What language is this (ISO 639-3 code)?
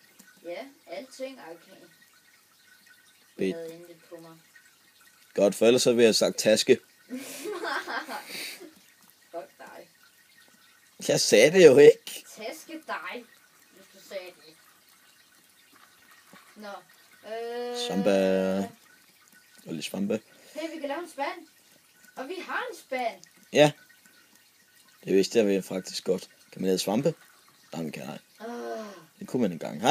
dan